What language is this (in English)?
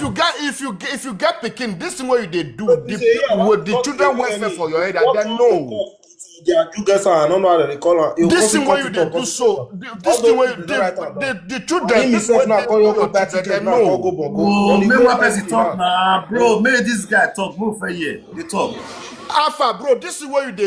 Nigerian Pidgin